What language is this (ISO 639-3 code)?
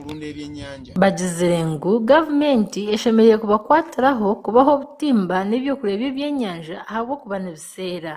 nyn